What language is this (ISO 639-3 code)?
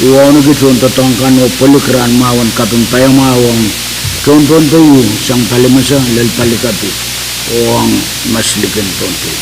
pon